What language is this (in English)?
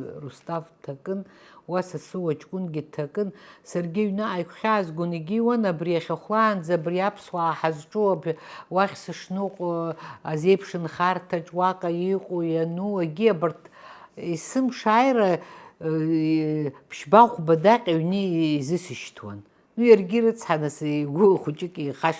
Abkhazian